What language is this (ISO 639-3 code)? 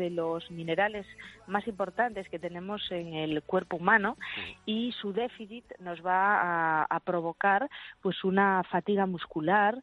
spa